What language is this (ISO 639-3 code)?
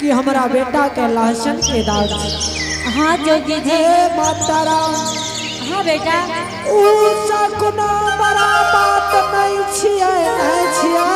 anp